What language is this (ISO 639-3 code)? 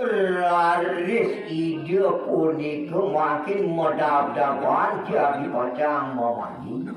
ban